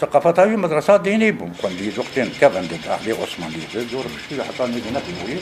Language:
Kurdish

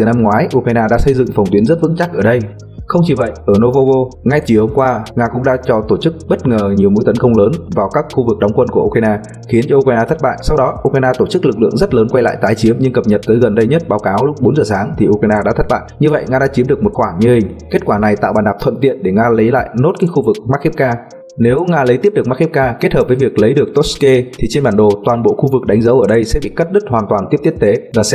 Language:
Vietnamese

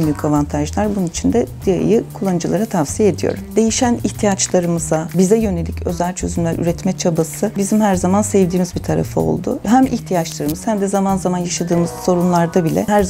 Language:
Turkish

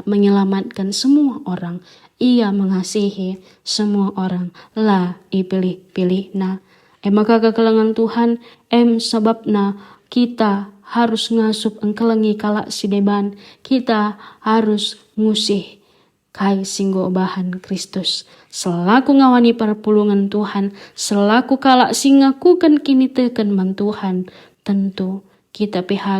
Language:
Batak Karo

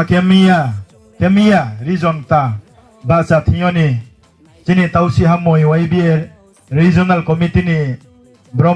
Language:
Riang (India)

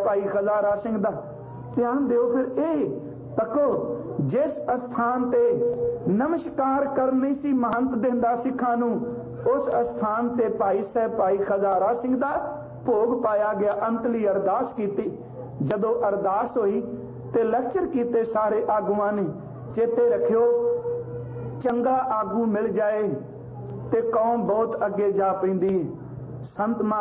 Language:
Punjabi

